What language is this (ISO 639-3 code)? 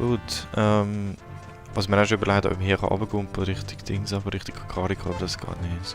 gsw